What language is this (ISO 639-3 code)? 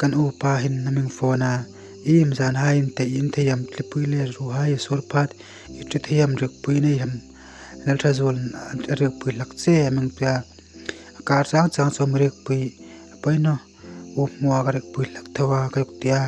hmr